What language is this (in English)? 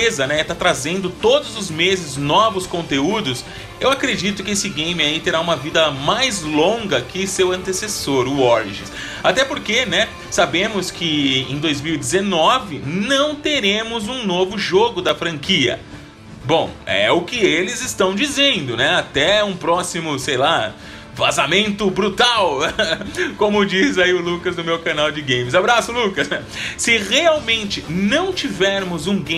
Portuguese